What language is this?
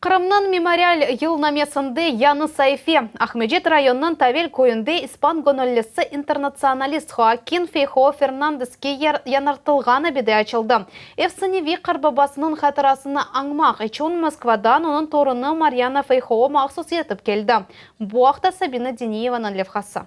Crimean Tatar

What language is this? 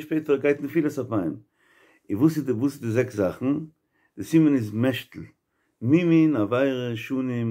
Yiddish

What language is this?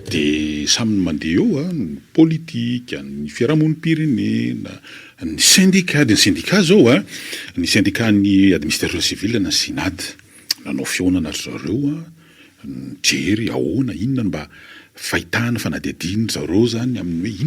Malagasy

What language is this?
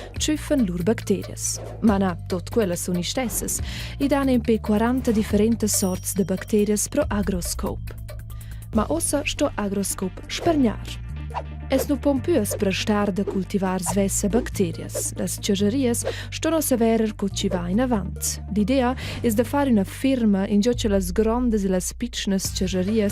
Romansh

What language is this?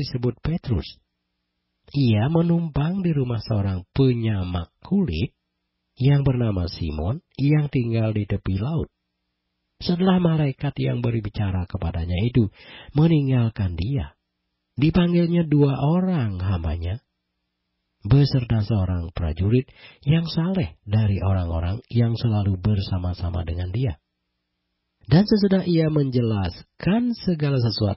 Indonesian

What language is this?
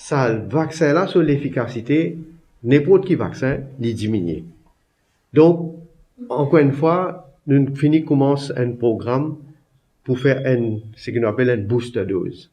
Morisyen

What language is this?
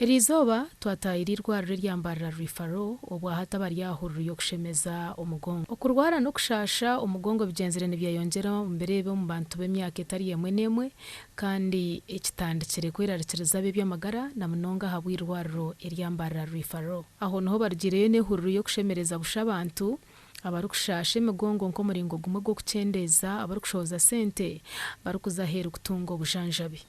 Nyankole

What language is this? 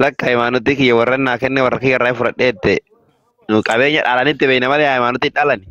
Oromo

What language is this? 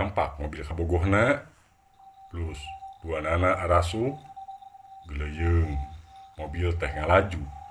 Sundanese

